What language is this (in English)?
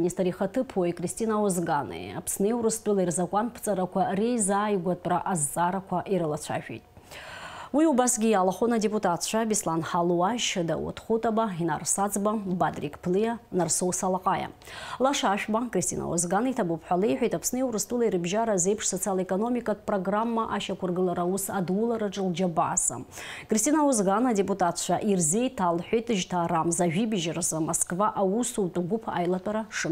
Abkhazian